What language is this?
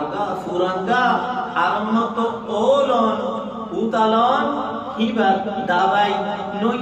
Rohingya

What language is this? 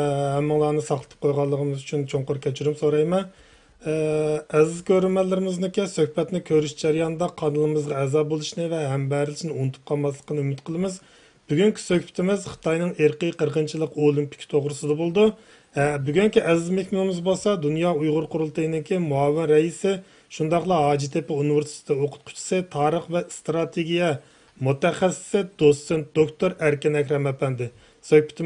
Uyghur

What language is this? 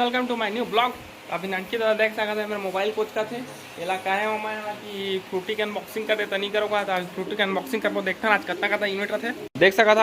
Chhattisgarhi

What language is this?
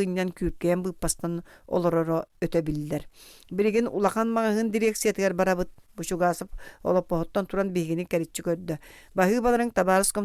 Yakut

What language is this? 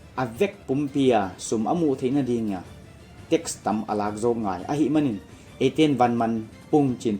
Paite Chin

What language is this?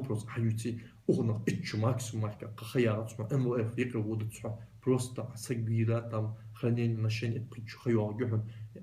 Ingush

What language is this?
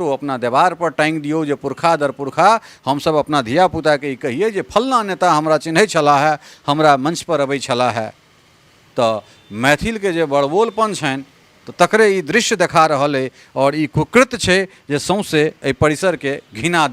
Maithili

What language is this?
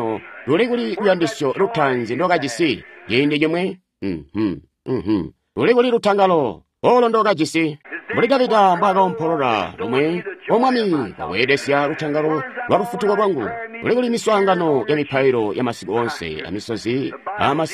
Tonga (Zambia)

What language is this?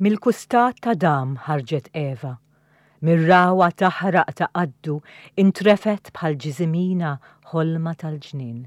Maltese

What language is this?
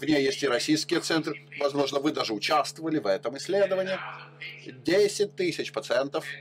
Russian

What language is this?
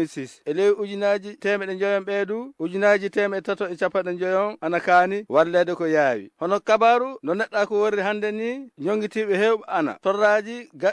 Fula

